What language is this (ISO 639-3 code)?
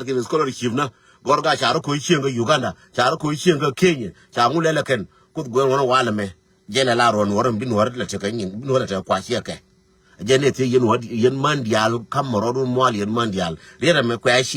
nus